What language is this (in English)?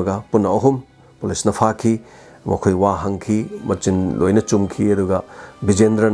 Manipuri